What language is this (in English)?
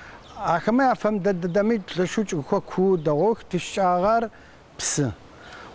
Adyghe